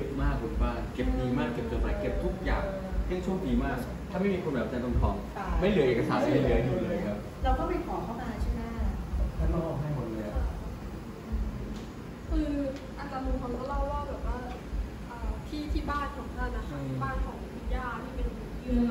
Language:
Thai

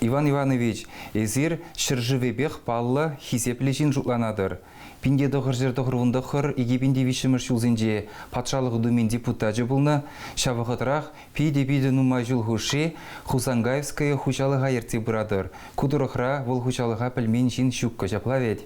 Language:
Chuvash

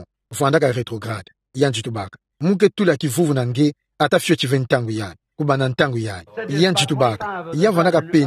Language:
Kituba (Democratic Republic of Congo)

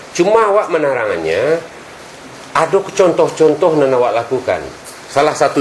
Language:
Minangkabau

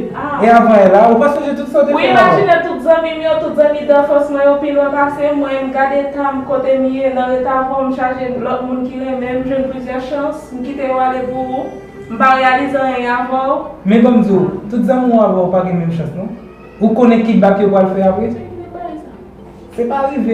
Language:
Haitian Creole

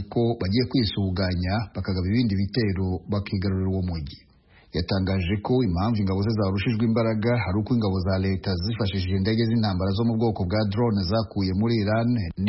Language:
Kinyarwanda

